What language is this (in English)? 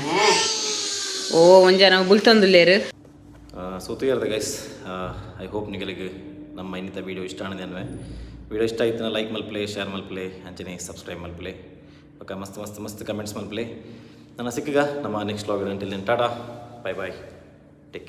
Tulu